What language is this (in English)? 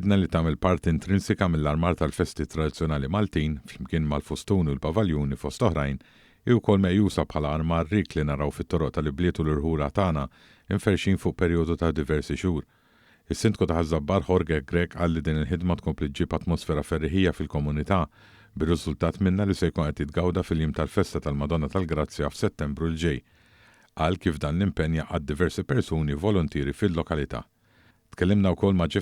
Maltese